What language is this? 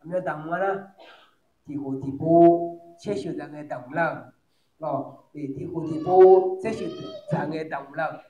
Akha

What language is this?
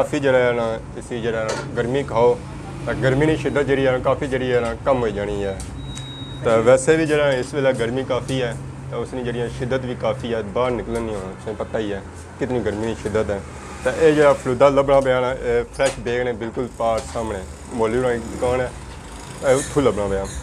Pahari-Potwari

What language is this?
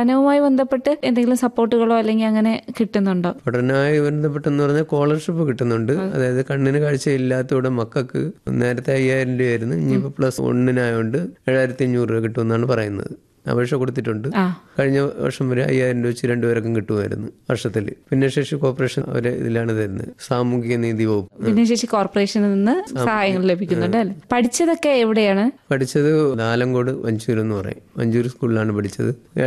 Malayalam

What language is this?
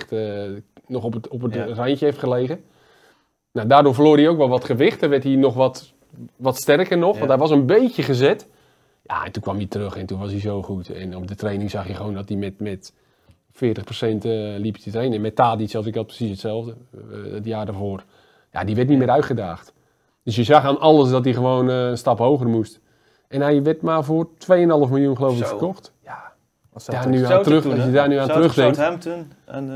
Dutch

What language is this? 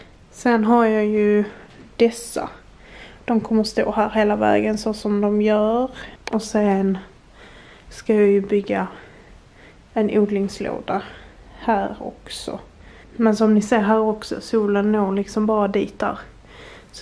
Swedish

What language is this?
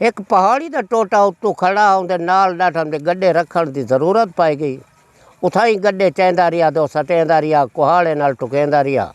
Saraiki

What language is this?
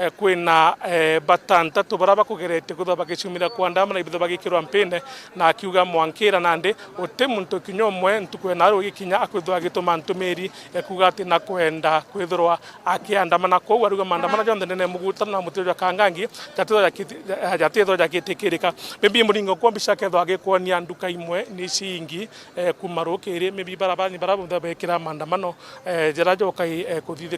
Meru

